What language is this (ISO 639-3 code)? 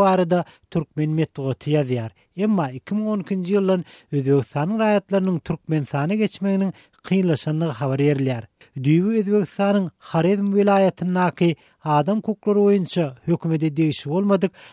tuk